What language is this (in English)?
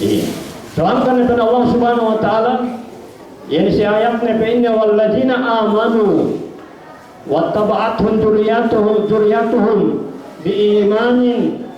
Yakan